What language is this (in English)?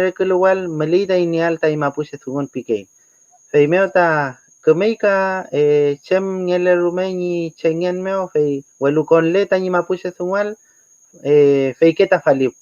Mapuche